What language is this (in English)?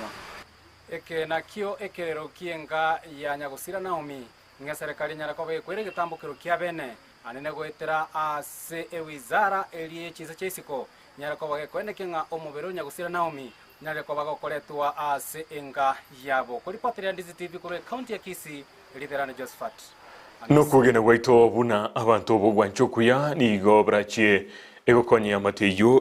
Gusii